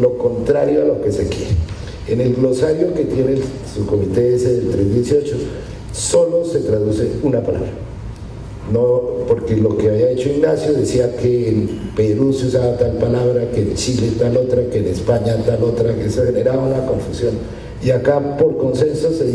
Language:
Spanish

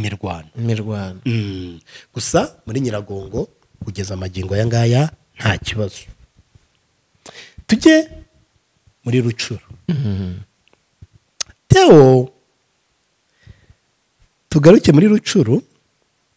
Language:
Kinyarwanda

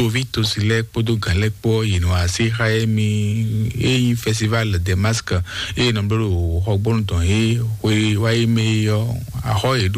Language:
Fon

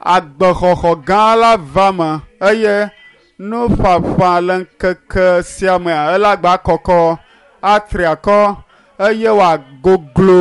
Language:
Ewe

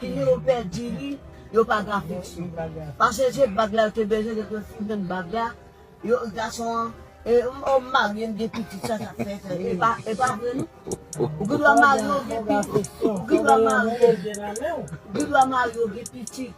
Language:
Haitian Creole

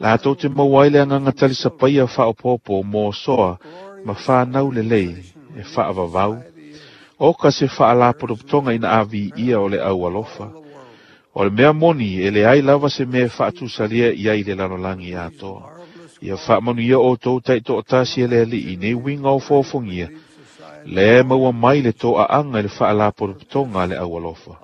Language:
Samoan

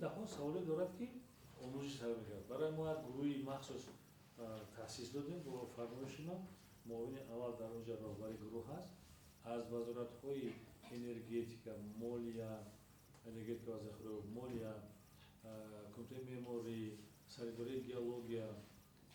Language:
Tajik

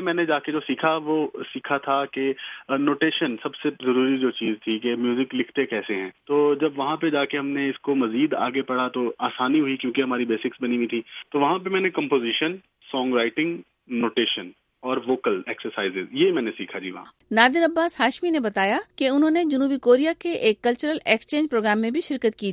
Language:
Urdu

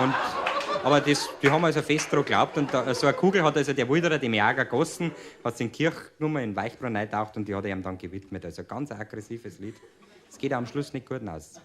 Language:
Bavarian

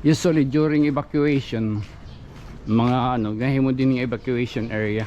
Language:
Waray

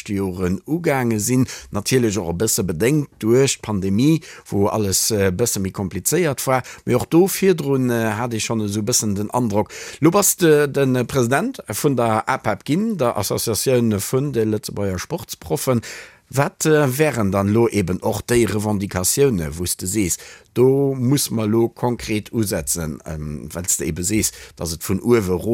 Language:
Luxembourgish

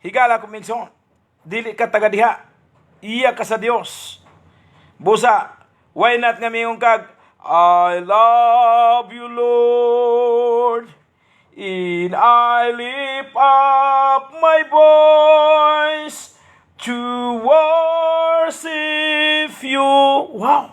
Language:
Cebuano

